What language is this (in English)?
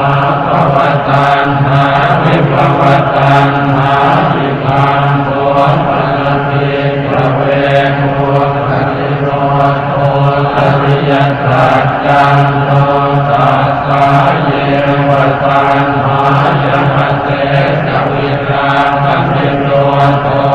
Pali